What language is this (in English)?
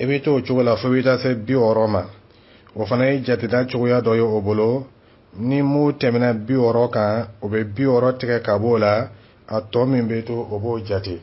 Dyula